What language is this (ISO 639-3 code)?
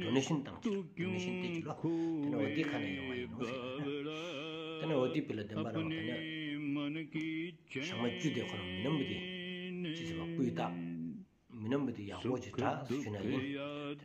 sbu